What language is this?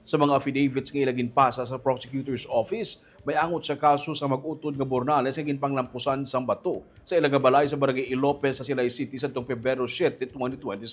Hiligaynon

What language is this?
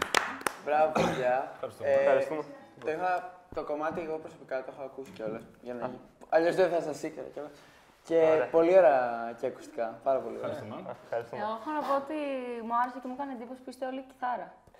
Greek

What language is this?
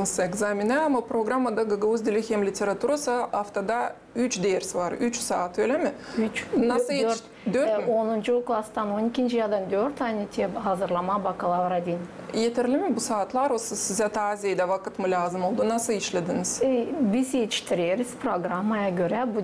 Gagauz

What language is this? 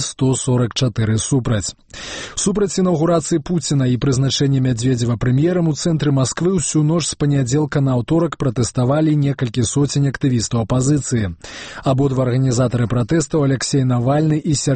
Belarusian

